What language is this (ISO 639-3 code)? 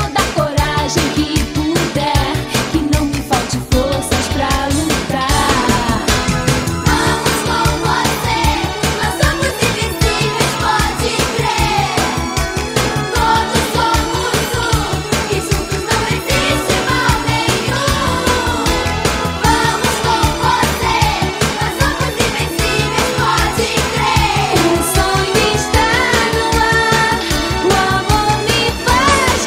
por